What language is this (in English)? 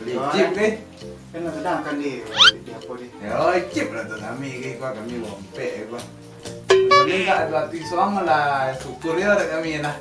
Minangkabau